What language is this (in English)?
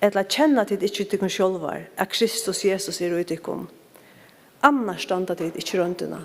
Faroese